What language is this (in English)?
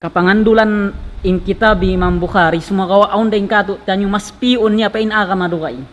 Tausug